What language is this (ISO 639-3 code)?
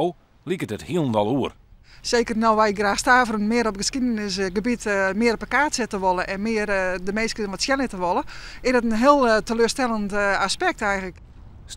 fry